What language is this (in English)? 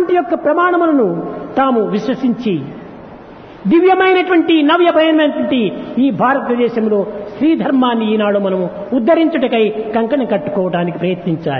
Telugu